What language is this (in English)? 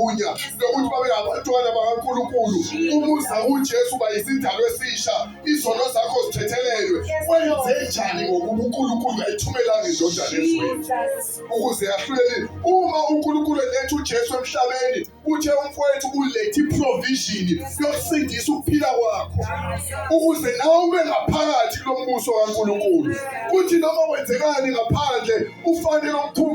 Zulu